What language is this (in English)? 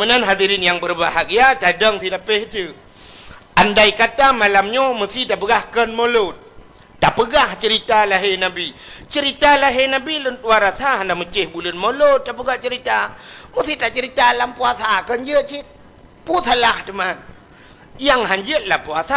Achinese